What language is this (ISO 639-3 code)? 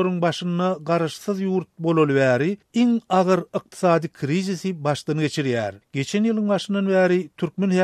tuk